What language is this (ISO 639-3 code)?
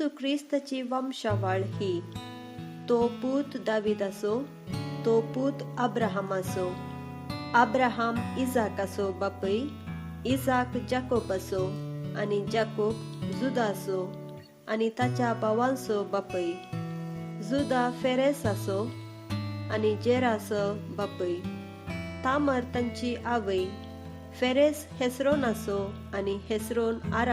kok